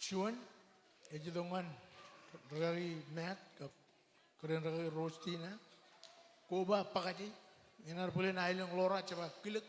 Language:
Marshallese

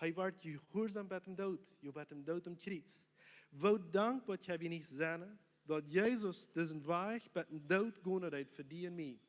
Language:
Plautdietsch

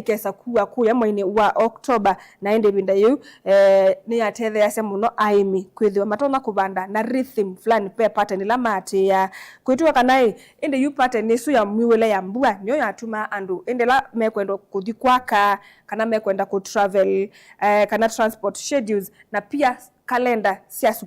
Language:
Kamba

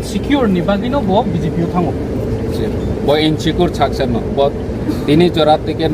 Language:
Kok Borok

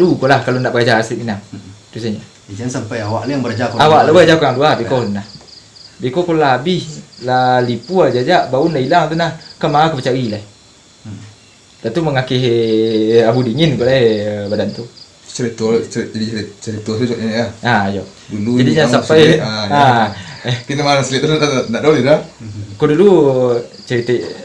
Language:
Minangkabau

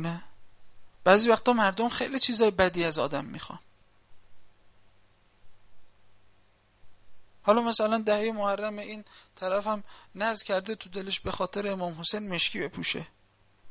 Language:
Persian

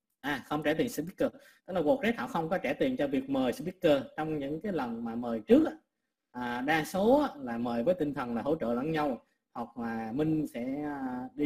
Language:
Vietnamese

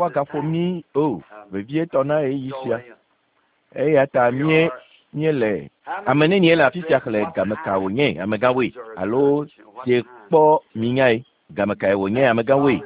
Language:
Ewe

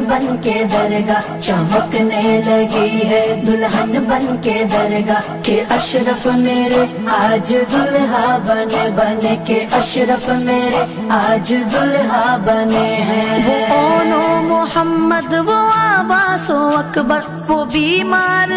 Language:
Urdu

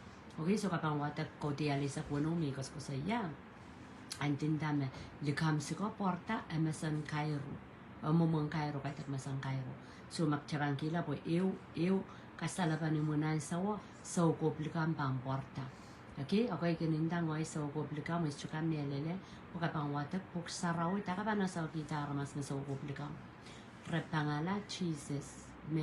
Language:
Pohnpeian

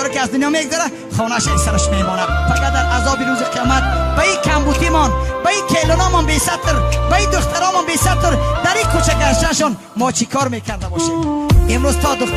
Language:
Tajik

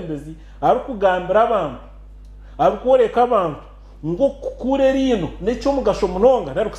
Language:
Nyankole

